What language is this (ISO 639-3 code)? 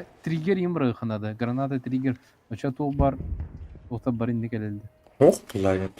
sah